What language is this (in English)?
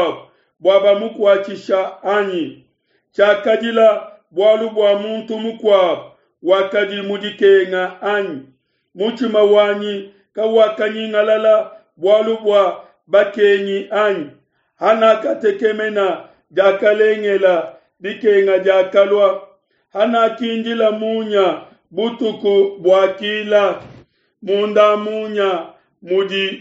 Luba-Lulua